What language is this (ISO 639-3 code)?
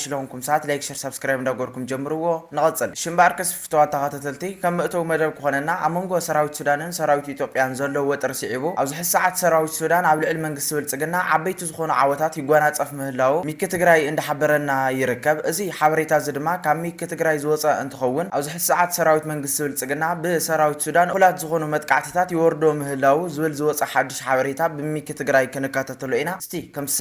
tir